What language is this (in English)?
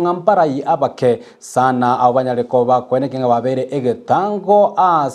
Gusii